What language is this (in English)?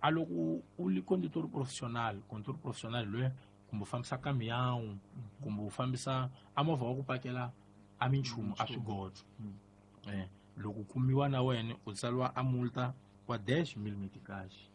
Tsonga